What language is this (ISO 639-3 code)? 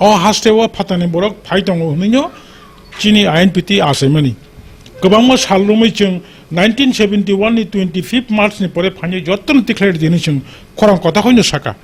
trp